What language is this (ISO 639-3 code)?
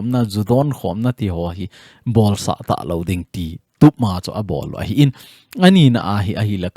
tcz